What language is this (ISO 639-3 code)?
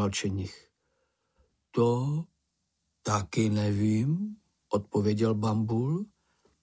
ces